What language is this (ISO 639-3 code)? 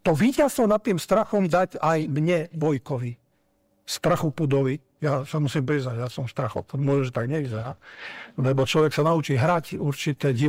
slk